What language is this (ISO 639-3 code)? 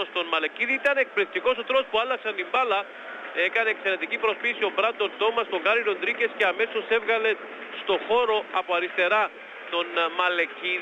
ell